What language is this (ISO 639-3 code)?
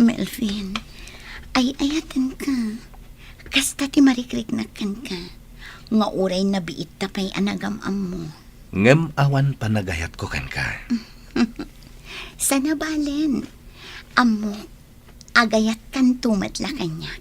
ilo